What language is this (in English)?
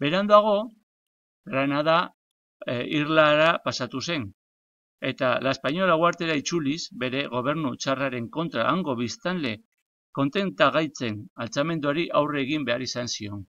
Basque